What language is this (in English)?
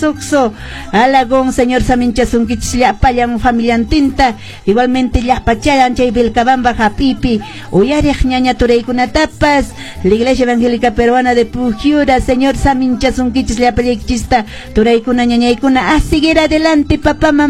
Quechua